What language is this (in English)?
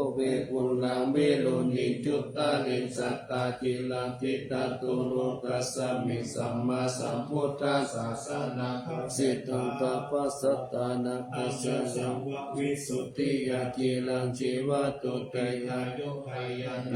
Pali